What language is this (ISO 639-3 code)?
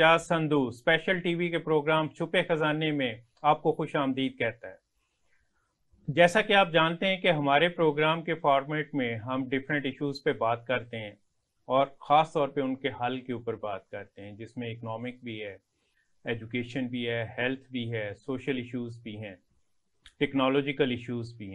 urd